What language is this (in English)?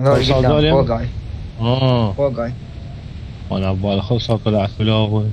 Mesopotamian Arabic